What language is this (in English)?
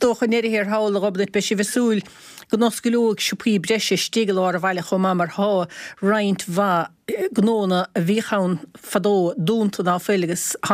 Irish